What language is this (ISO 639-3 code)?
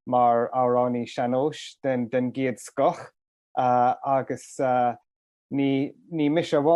gle